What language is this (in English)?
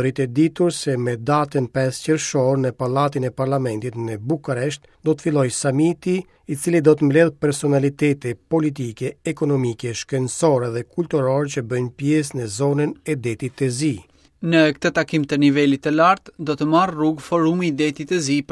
Albanian